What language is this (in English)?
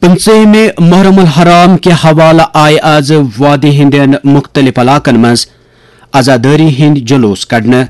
Kashmiri